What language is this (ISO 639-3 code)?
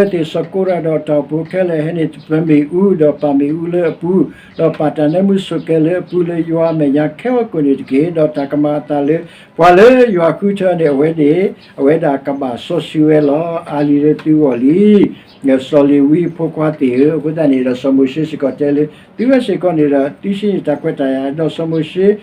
ksw